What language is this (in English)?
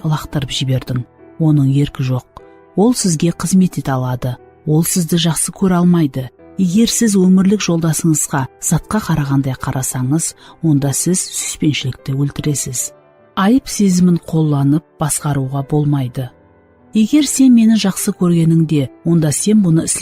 Kara-Kalpak